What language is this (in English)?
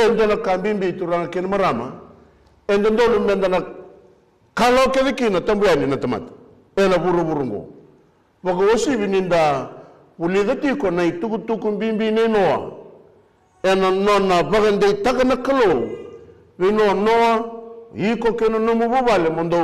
Fijian